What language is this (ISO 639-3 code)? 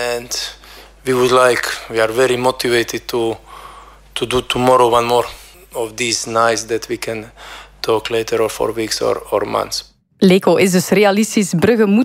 nld